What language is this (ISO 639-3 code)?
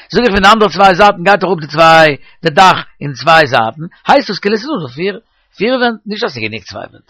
yid